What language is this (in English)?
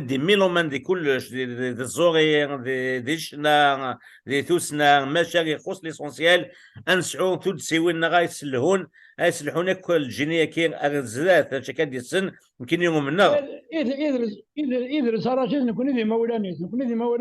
Kabyle